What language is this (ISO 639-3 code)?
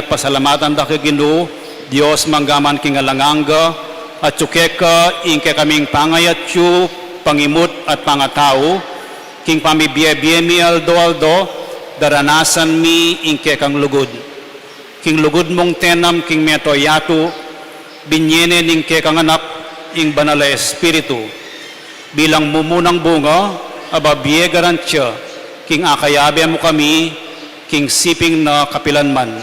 pam